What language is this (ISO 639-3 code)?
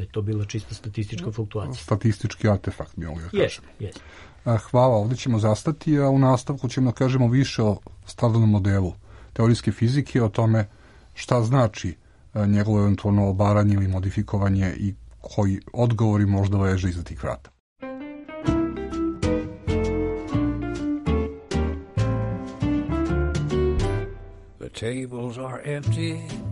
srp